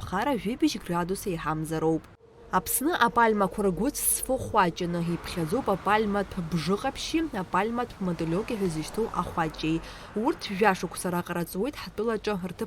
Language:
Abkhazian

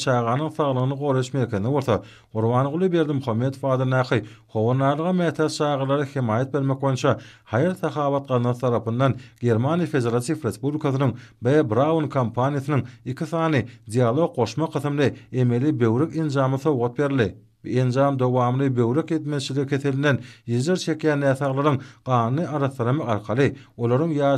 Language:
Turkmen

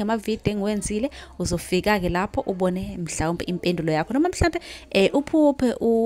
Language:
Zulu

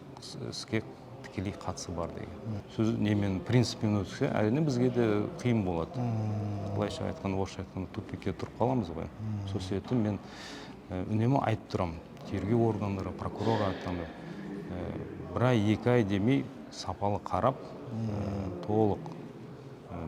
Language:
Kazakh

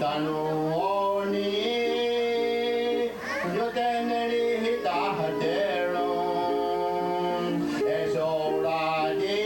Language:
Mohawk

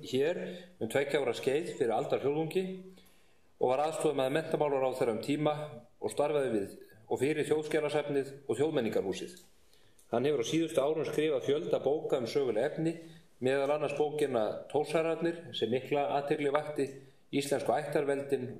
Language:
Icelandic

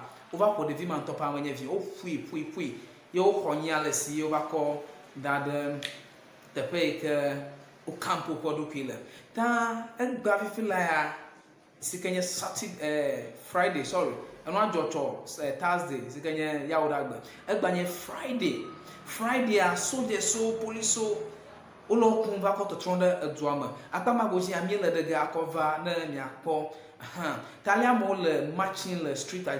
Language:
Ewe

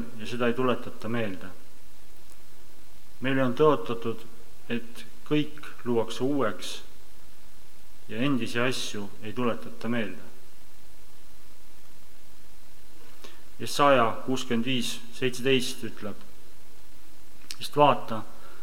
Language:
Estonian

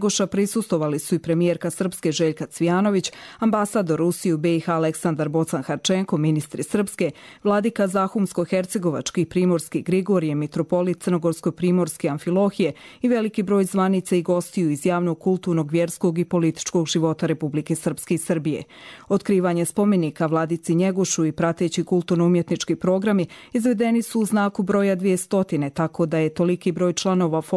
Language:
Serbian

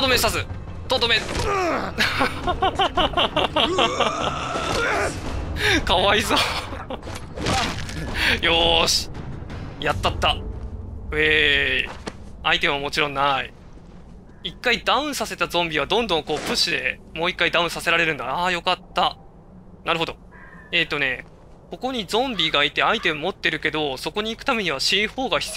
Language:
Japanese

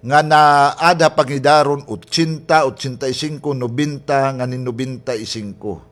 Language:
Waray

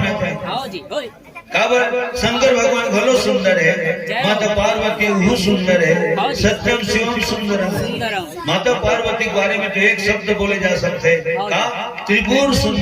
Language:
Chhattisgarhi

